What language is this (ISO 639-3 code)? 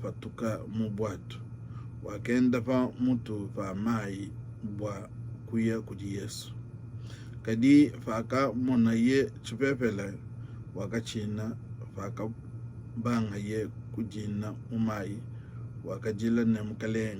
lua